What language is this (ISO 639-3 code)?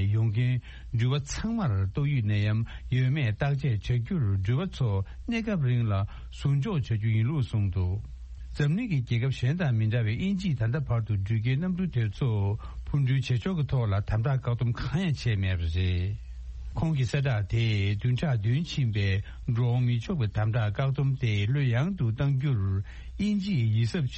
bod